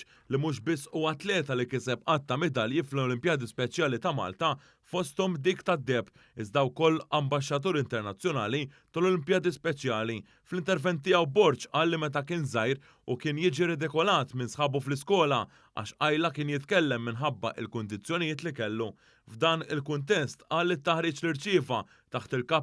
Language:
Maltese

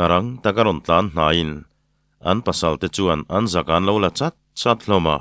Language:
Mizo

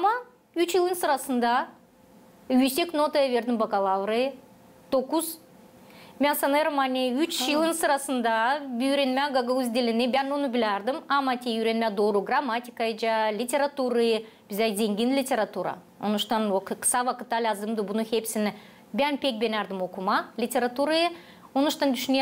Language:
Gagauz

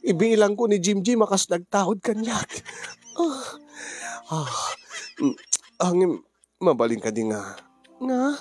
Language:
Iloko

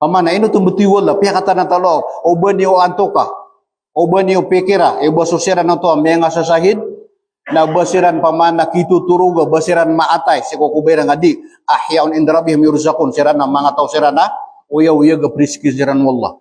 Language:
Maranao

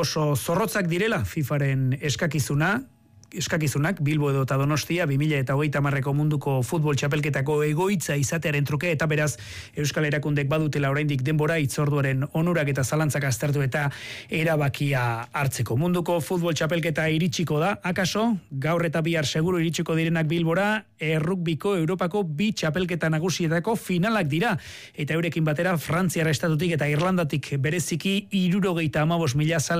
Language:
Basque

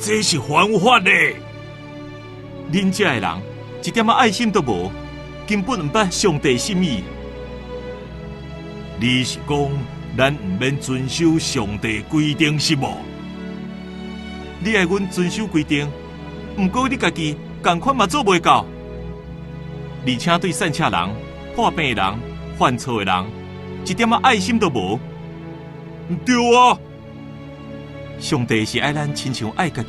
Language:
Min Nan Chinese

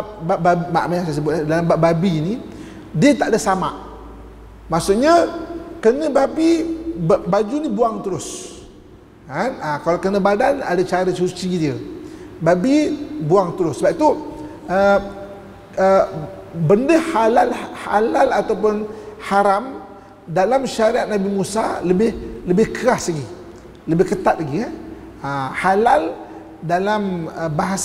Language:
Malay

